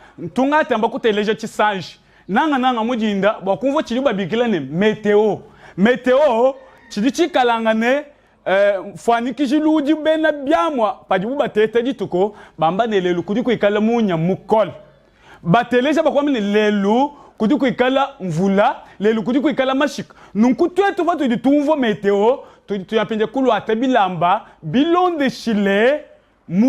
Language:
Luba-Lulua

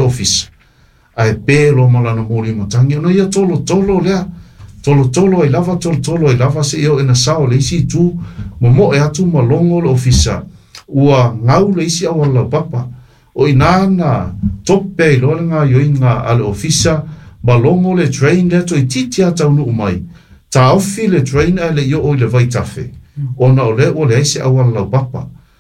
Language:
Samoan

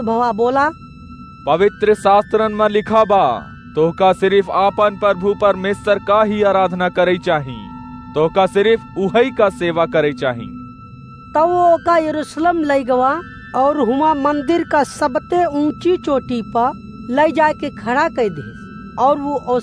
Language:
Awadhi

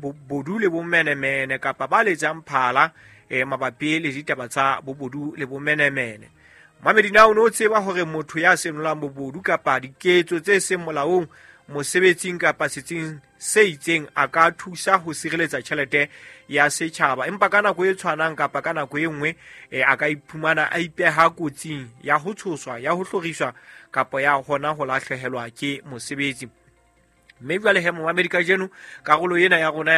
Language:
Southern Sotho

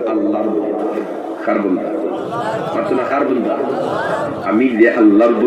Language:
Sylheti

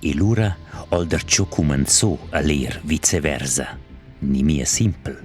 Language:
Romansh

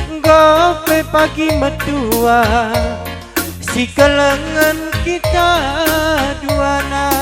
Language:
Batak Karo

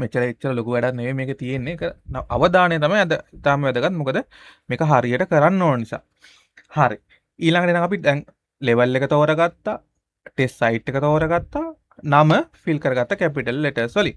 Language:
Sinhala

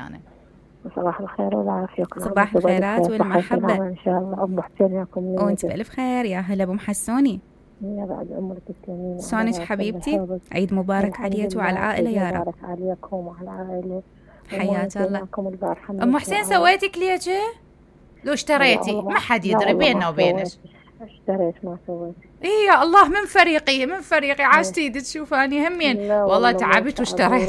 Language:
Mesopotamian Arabic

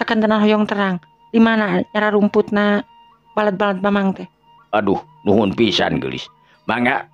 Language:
Sundanese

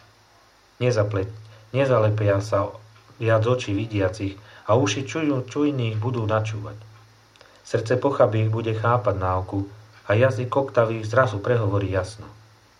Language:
Slovak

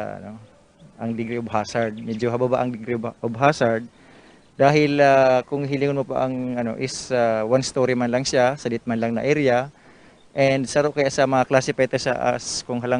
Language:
Bikol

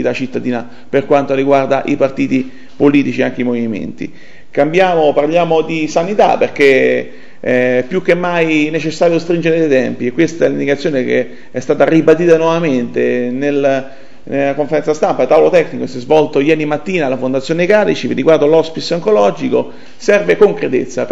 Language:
Italian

